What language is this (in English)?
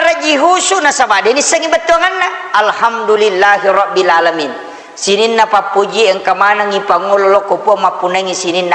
Buginese